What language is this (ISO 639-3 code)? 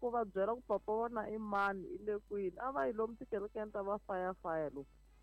tso